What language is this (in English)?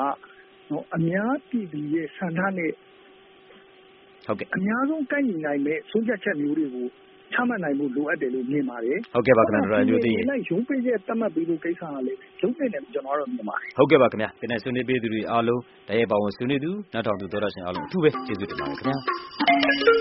Burmese